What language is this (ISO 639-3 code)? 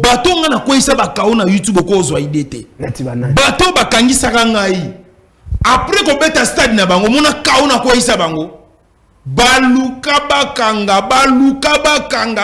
lin